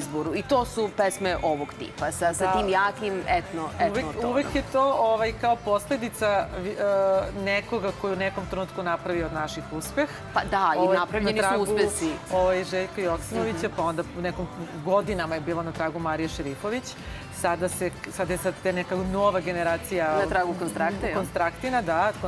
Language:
Serbian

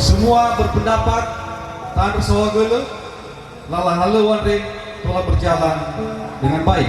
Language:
Nias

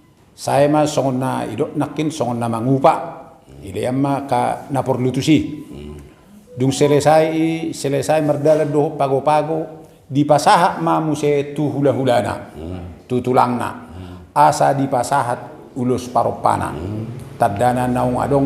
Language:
Batak Toba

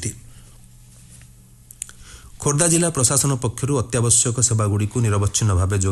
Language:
Odia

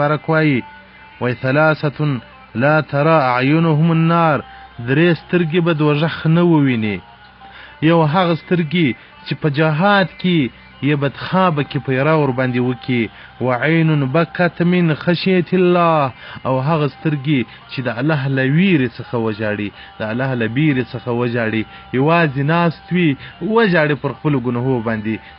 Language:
Pashto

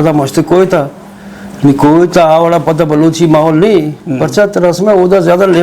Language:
Eastern Balochi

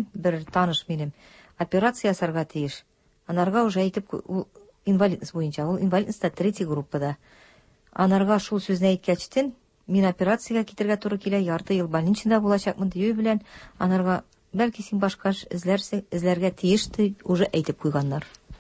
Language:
Tatar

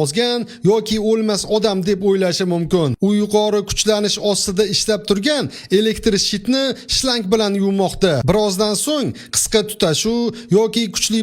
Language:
Uzbek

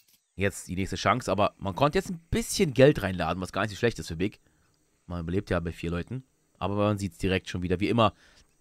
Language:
German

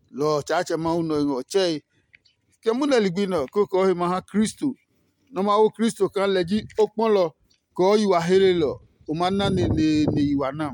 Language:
Adangme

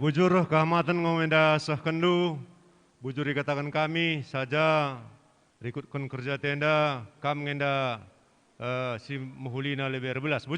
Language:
Batak Karo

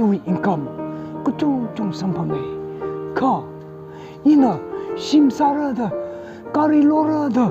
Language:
Tangkhul Naga (India)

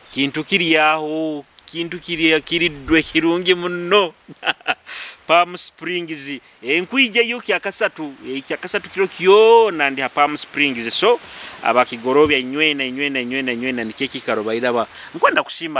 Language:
Nyoro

